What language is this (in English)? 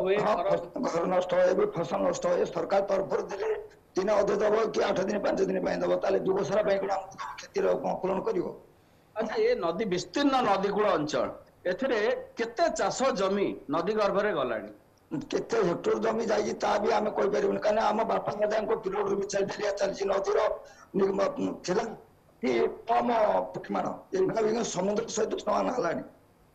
Odia